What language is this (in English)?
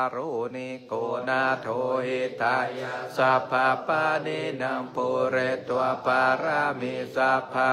Pali